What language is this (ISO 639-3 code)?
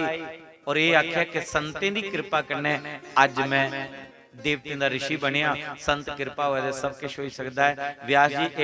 doi